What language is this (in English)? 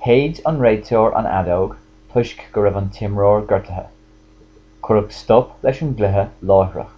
Irish